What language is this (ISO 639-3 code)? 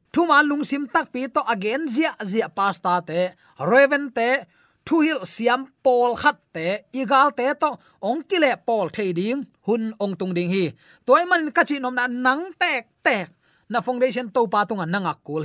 ctd